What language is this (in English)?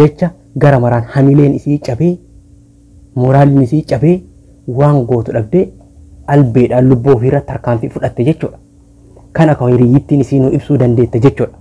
Oromo